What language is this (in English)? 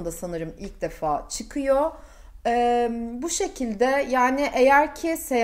Turkish